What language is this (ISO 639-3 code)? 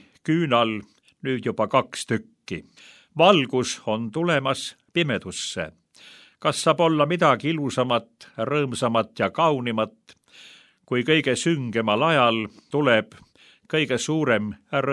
est